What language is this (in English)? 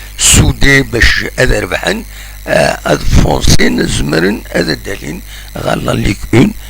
Kabyle